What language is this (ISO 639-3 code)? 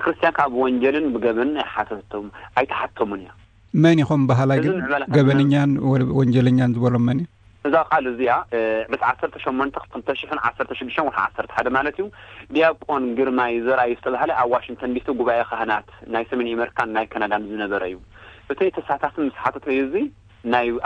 tir